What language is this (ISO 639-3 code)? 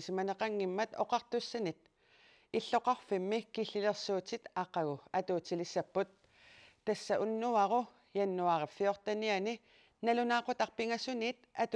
kal